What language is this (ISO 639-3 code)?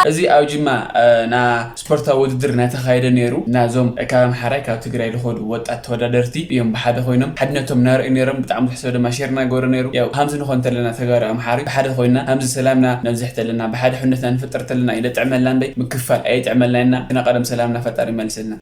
tir